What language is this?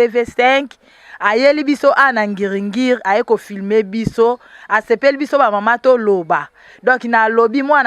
Lingala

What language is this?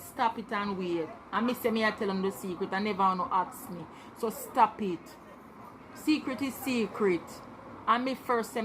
Jamaican Creole English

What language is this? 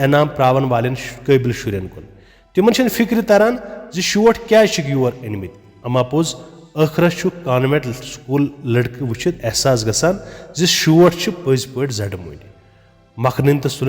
Kashmiri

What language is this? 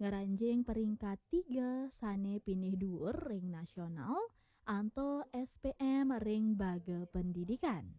Balinese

